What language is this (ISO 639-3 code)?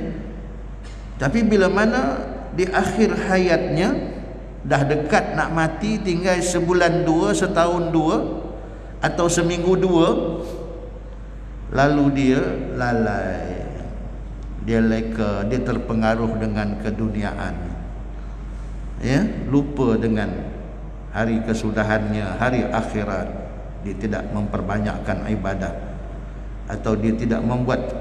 msa